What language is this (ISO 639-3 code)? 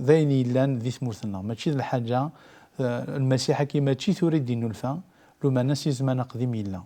kab